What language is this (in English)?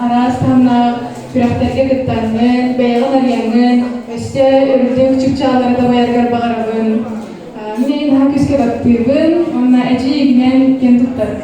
Yakut